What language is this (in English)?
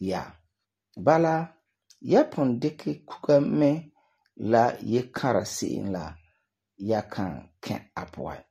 Frafra